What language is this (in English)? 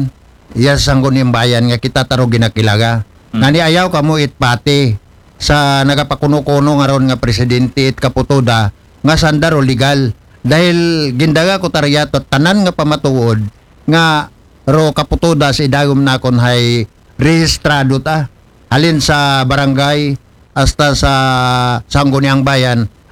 Aklanon